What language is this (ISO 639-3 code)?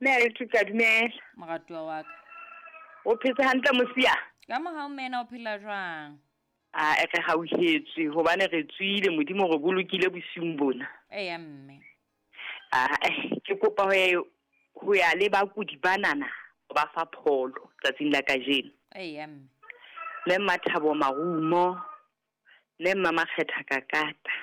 sot